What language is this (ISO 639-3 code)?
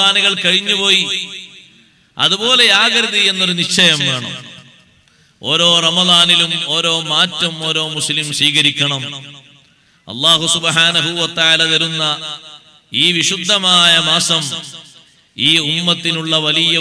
mal